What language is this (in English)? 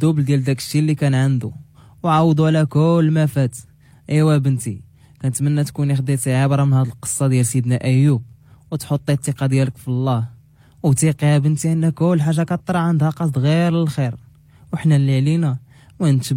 Moroccan Arabic